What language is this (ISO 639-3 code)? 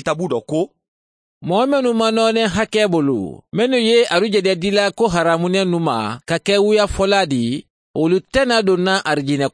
bam